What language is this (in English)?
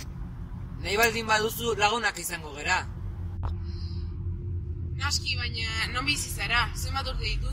Basque